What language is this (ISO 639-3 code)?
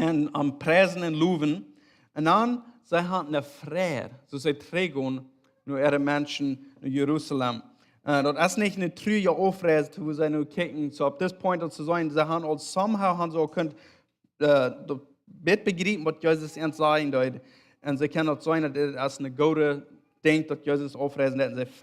pdt